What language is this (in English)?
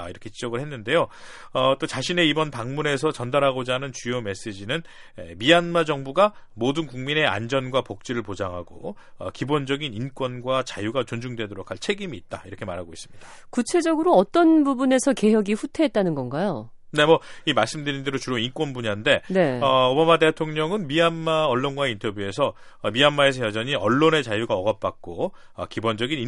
Korean